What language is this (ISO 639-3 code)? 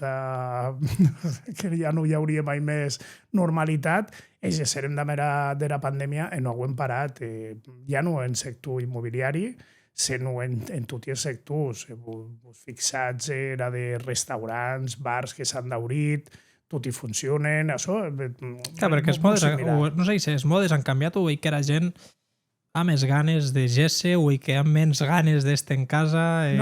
oci